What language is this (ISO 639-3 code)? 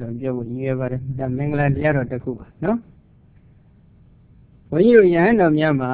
mya